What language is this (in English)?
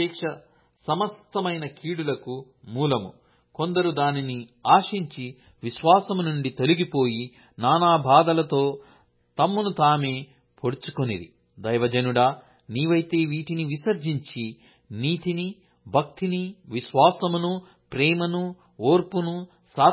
Telugu